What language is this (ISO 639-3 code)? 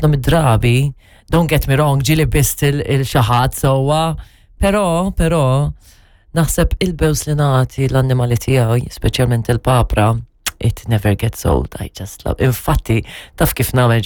mlt